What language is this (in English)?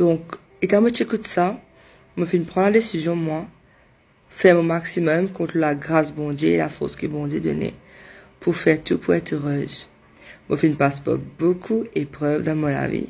Morisyen